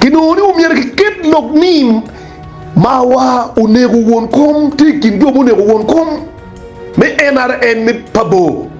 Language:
Acoli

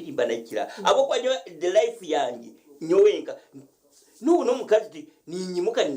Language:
Nyankole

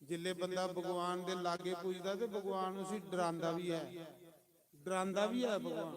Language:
Dogri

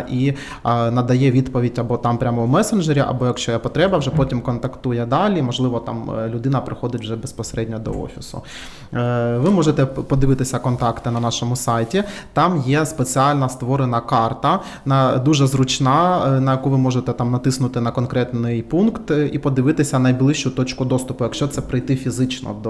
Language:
Ukrainian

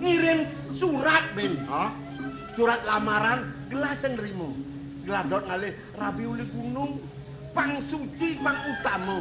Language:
Balinese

